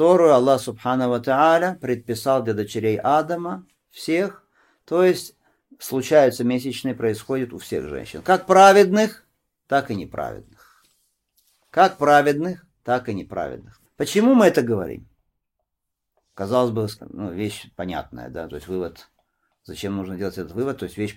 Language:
Russian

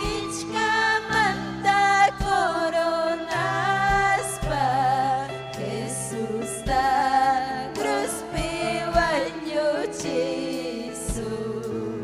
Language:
Ayacucho Quechua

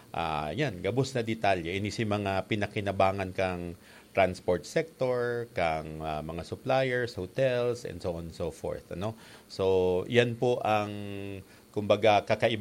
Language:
Bikol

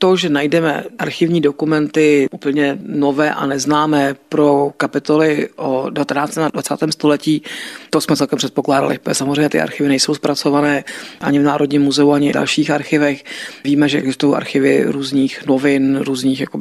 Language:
Czech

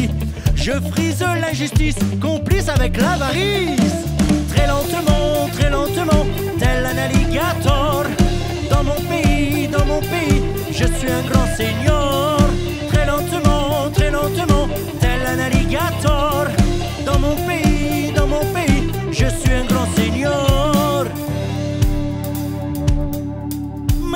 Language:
French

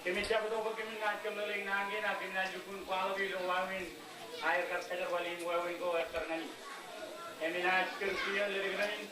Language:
Marshallese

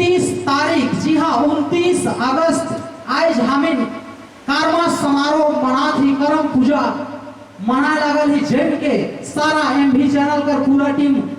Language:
Sadri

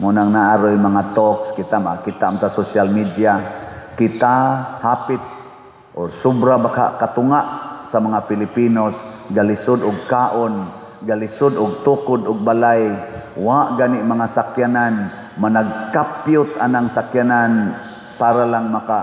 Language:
Cebuano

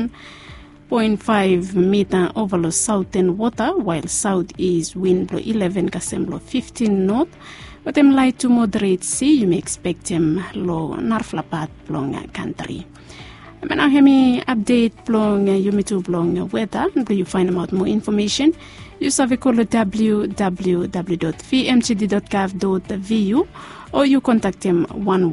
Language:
Bislama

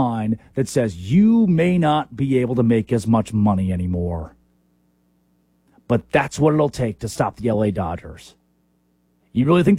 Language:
English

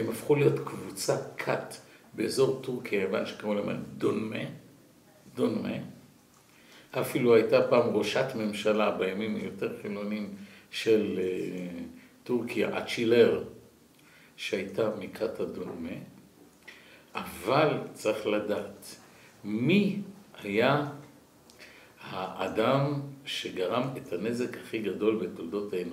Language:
Hebrew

